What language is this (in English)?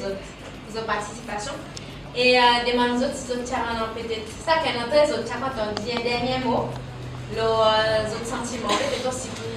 Seselwa Creole French